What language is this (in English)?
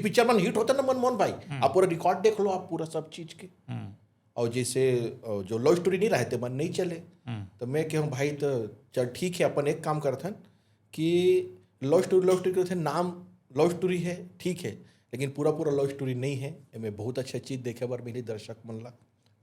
Chhattisgarhi